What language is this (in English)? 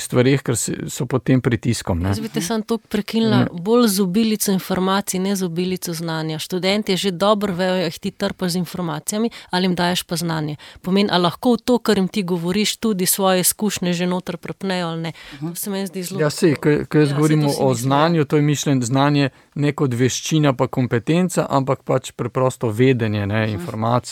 Slovenian